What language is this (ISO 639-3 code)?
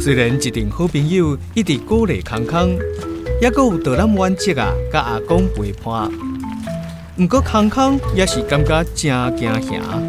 nan